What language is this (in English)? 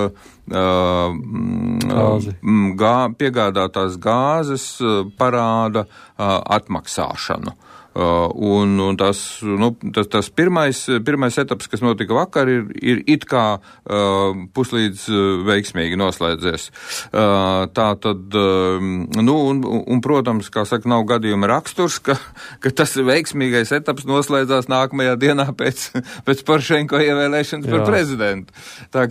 Latvian